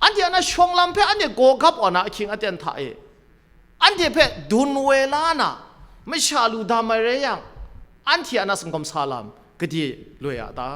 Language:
Kachin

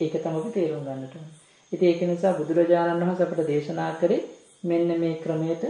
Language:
Sinhala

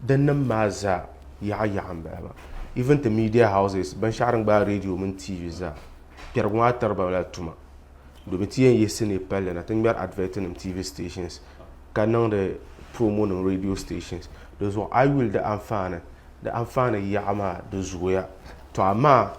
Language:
Dagbani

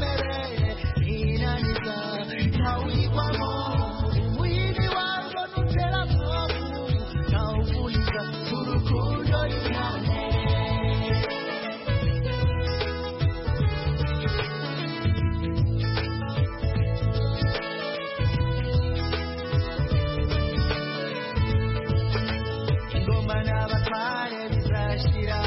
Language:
Kinyarwanda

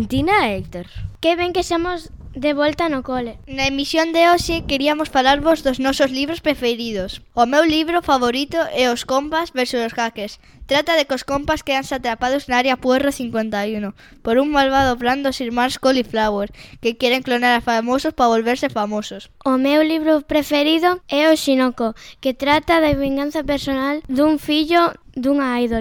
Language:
Galician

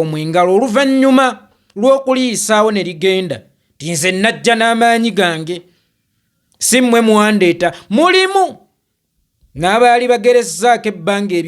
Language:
Ganda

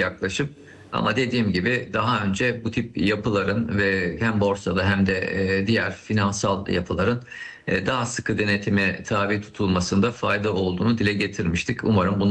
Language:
Turkish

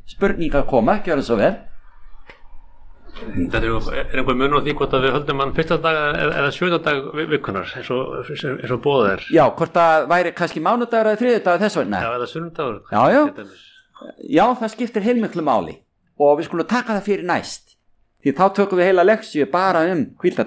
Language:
Icelandic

